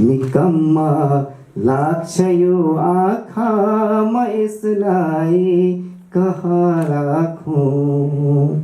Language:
Nepali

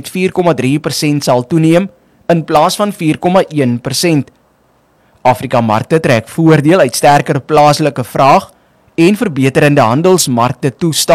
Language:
Afrikaans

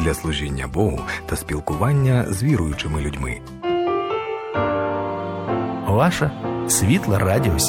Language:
Ukrainian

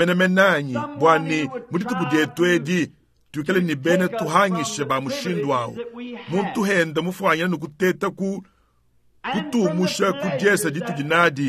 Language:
Luba-Lulua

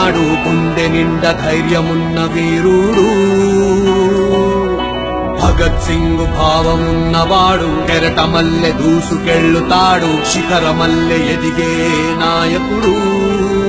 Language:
Telugu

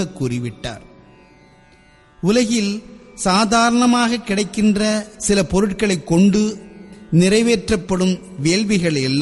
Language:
Tamil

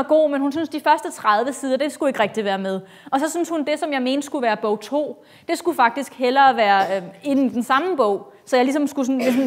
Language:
Danish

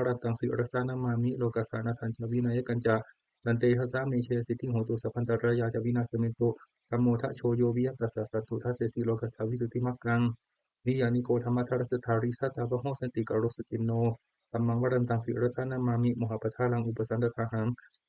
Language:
Pali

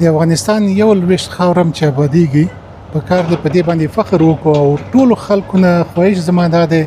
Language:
Pashto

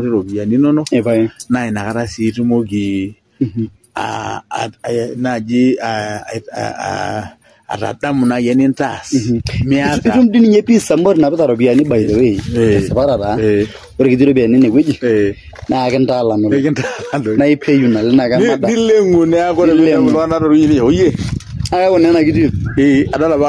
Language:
Masai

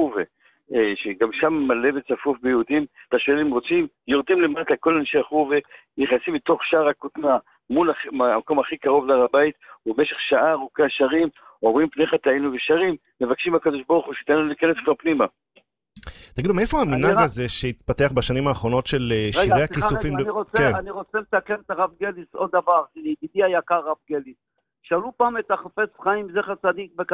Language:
Hebrew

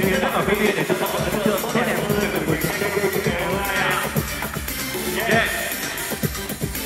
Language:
Vietnamese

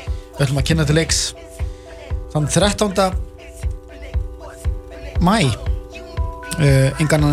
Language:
Icelandic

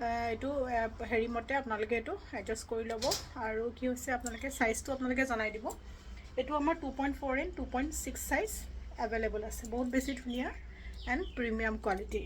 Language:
Assamese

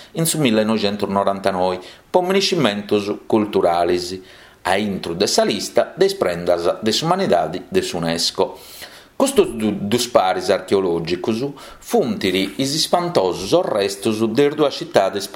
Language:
Sardinian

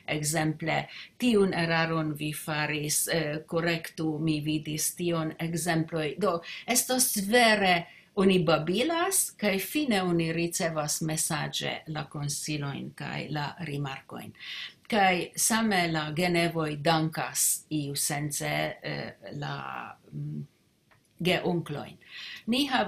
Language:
Esperanto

